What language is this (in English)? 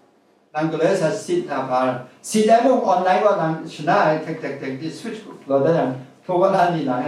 Kachin